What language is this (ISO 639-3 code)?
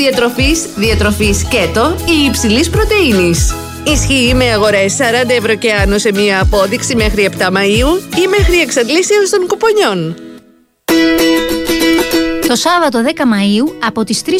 ell